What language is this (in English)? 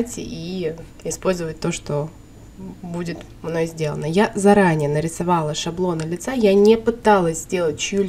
Russian